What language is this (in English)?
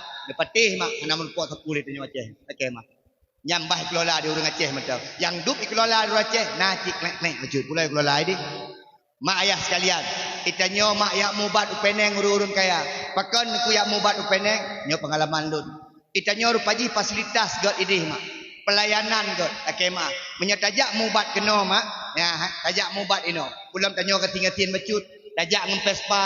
Achinese